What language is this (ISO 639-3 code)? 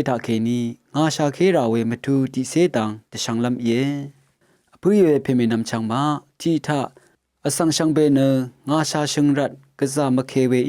raw